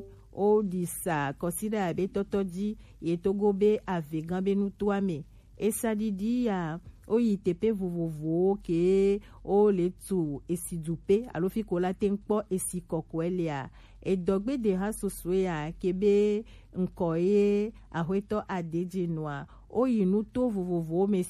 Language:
Gen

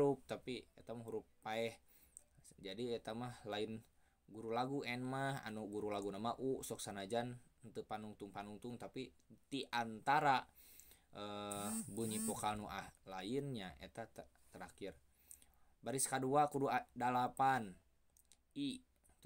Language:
Sundanese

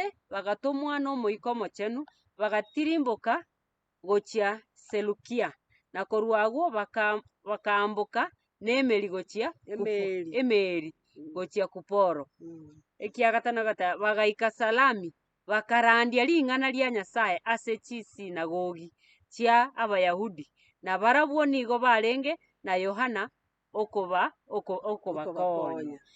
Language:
Gusii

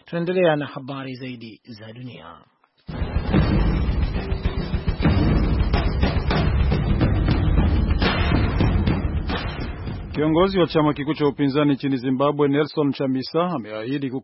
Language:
Swahili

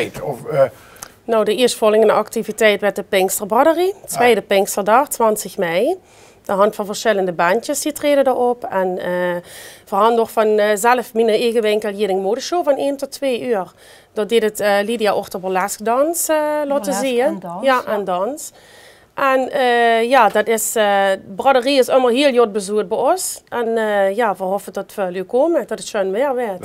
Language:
Limburgish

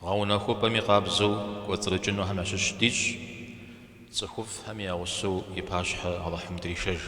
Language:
Kabardian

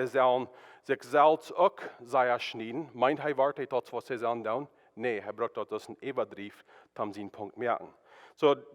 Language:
Plautdietsch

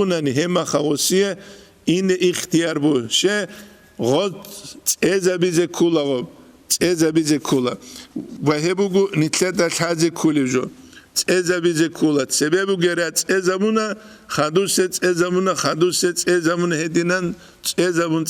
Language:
Avaric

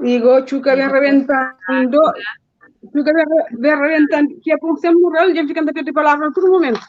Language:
Kabuverdianu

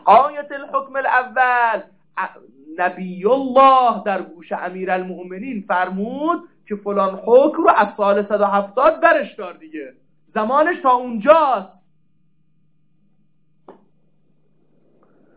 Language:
Persian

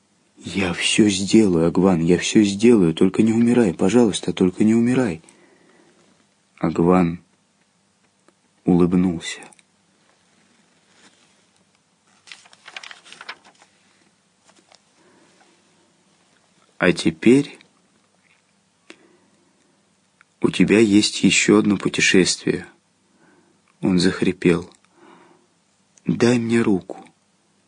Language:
Russian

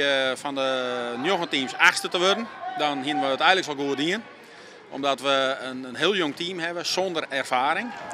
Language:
Western Frisian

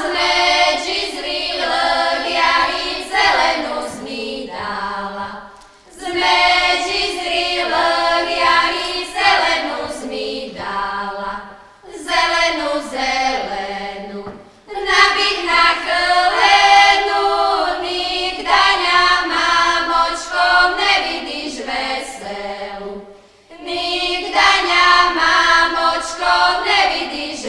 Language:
Rusyn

